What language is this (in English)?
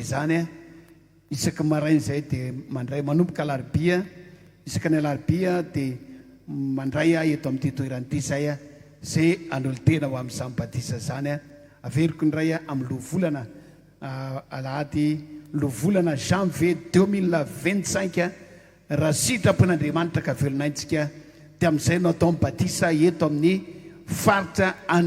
Malagasy